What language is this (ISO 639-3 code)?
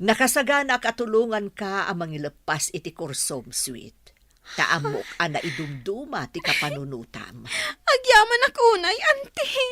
ilo